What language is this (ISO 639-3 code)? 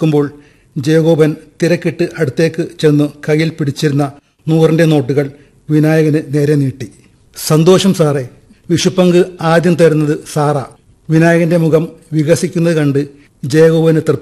mal